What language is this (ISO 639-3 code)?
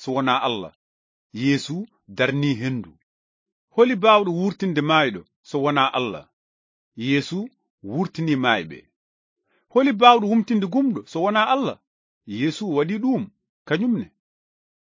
ful